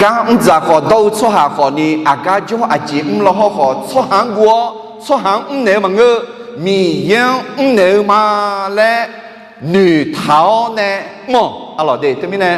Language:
Akha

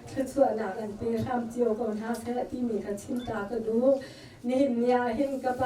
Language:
Hakha Chin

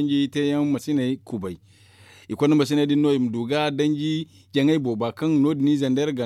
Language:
Zarma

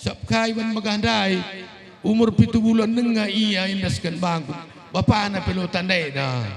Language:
Batak Karo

